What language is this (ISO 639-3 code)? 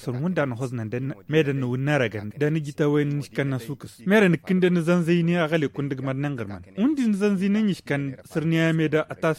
taq